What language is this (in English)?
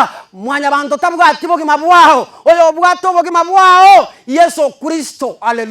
Gusii